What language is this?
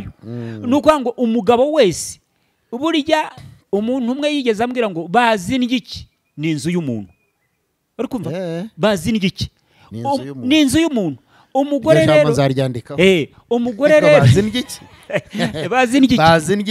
Kinyarwanda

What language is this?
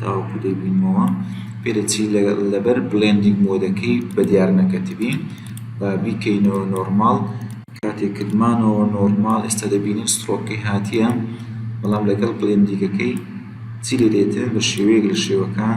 Central Kurdish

